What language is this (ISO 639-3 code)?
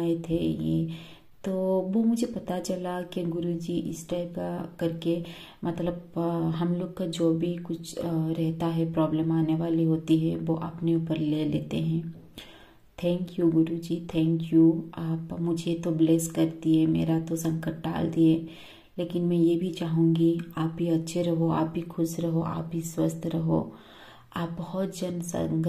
hin